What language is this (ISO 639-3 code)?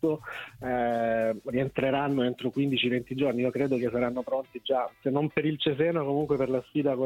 ita